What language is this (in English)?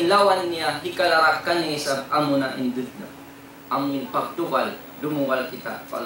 Tausug